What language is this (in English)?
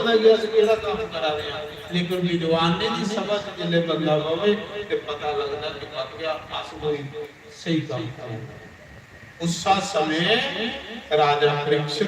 Dogri